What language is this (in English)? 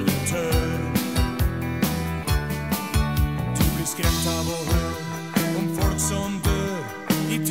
Norwegian